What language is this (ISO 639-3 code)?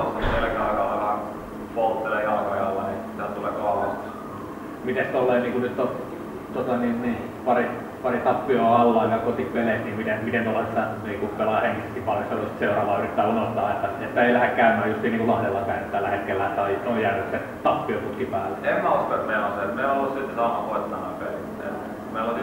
fin